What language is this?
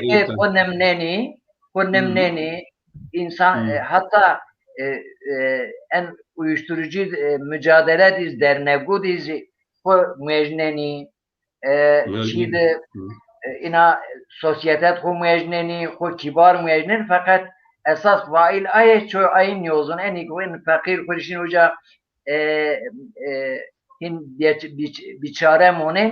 Zaza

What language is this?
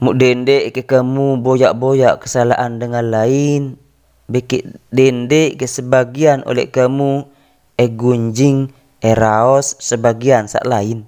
Sasak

